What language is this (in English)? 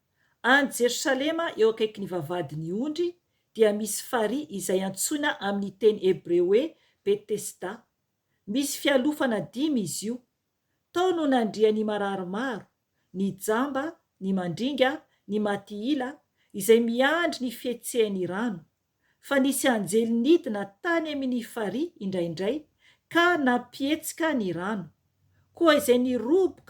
Malagasy